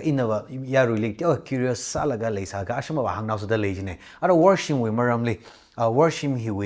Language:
Tangkhul Naga (India)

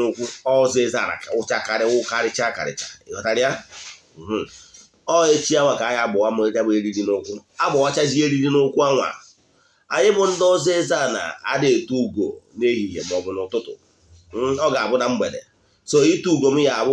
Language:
Igbo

